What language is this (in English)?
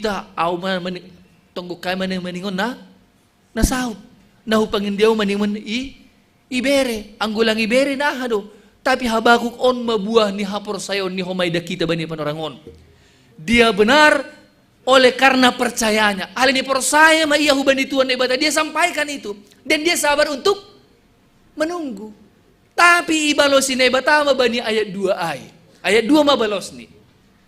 Batak Simalungun